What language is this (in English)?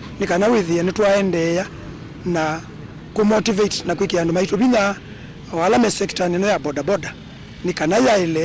Kamba